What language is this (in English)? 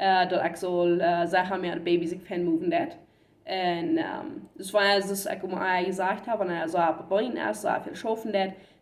Plautdietsch